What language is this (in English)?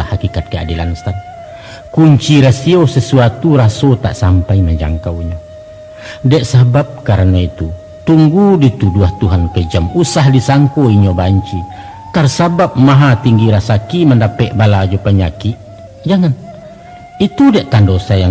Minangkabau